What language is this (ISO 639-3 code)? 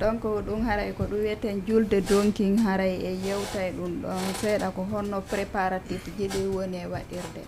ful